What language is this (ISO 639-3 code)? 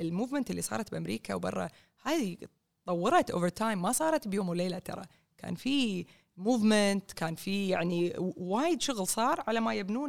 afb